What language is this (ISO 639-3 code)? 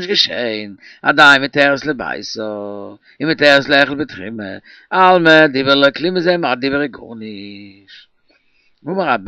yid